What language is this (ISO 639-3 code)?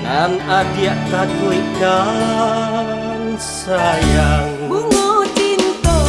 min